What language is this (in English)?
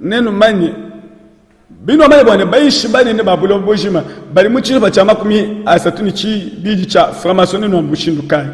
Luba-Lulua